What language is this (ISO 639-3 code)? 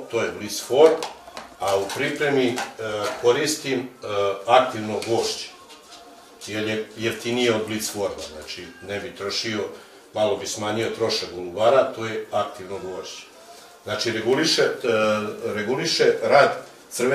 srp